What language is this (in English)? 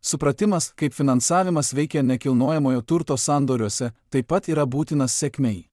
Lithuanian